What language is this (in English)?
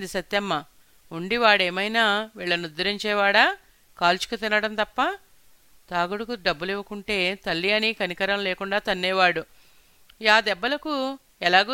Telugu